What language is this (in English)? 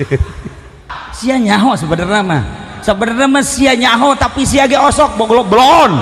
Sundanese